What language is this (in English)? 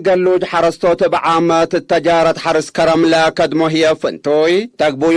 Tigre